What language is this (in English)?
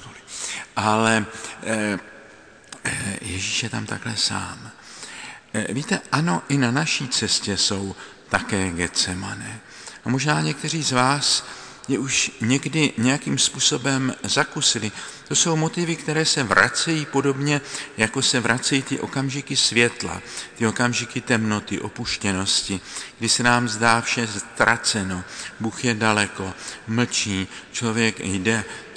Czech